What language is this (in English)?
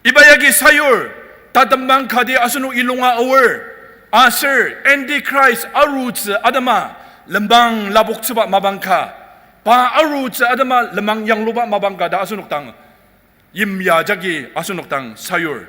Ao Naga